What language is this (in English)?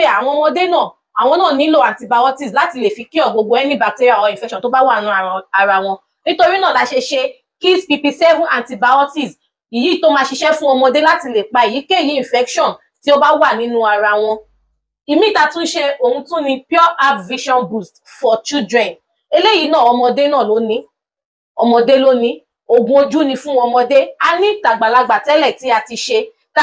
Yoruba